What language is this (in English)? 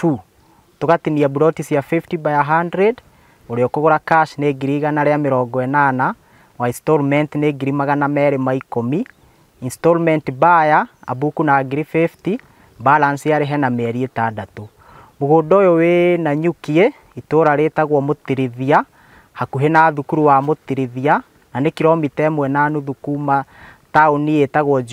Kikuyu